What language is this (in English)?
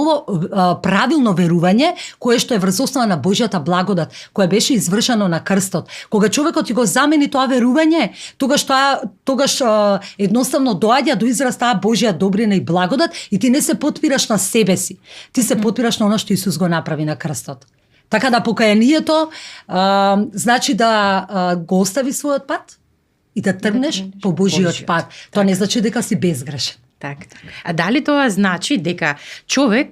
Macedonian